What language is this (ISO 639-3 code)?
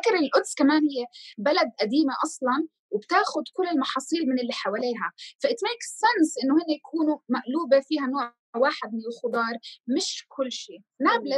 apc